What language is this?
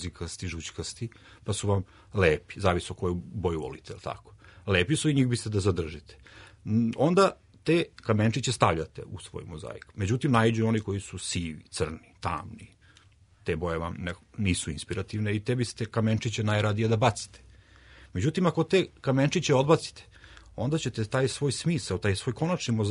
Serbian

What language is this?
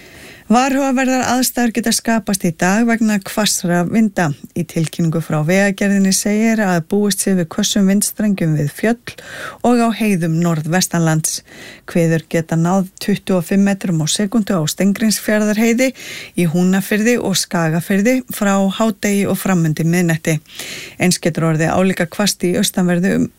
Icelandic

